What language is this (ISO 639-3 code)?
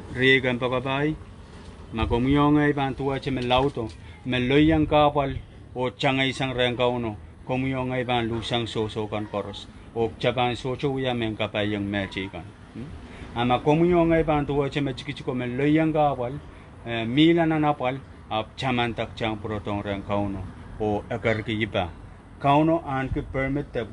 pon